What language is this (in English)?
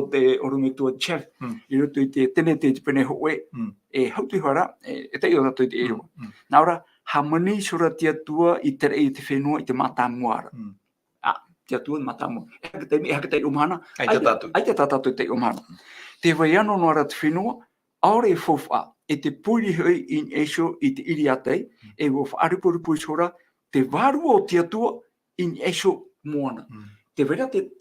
Tahitian